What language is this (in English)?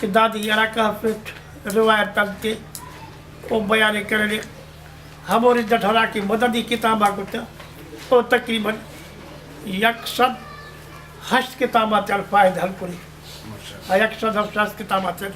Brahui